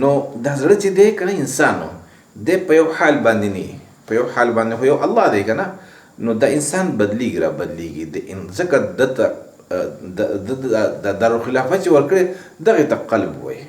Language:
Pashto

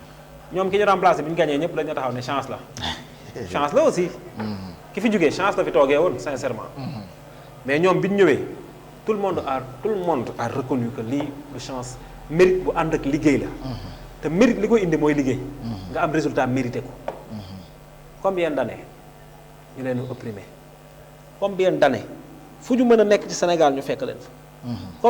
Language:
Wolof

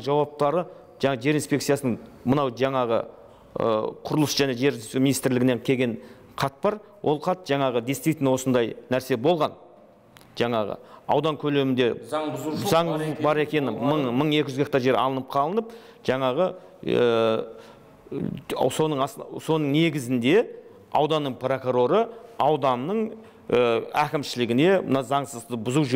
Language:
Kazakh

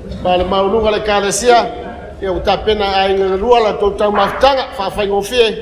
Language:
Samoan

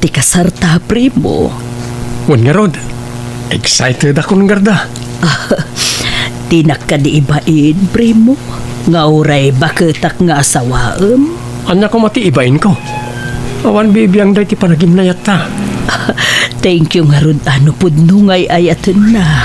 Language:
Iloko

